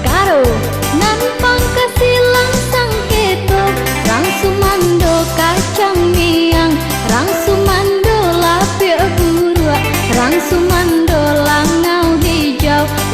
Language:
Minangkabau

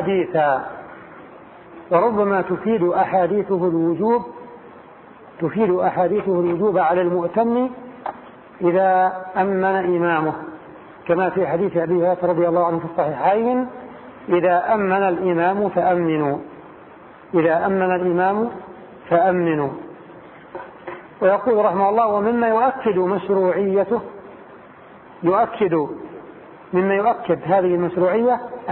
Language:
Arabic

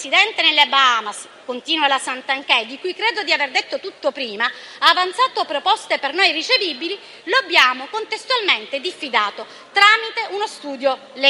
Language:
Italian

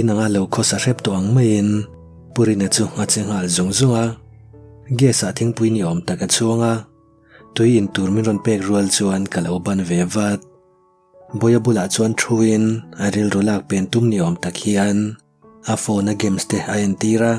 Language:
Mizo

